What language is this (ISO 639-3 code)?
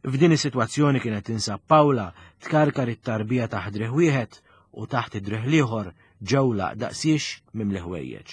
mlt